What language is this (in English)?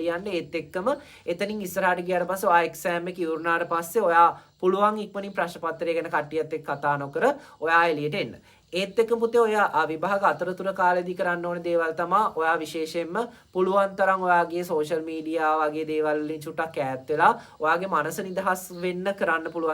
Sinhala